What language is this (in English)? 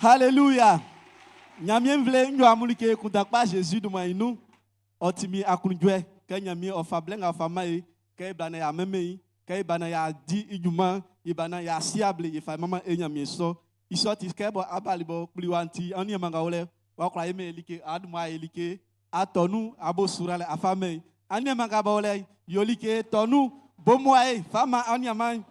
Baoulé